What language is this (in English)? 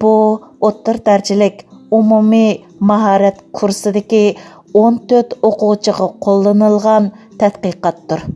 Uyghur